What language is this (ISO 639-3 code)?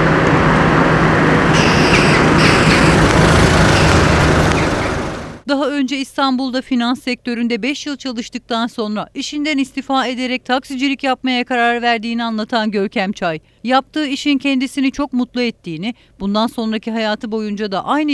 tur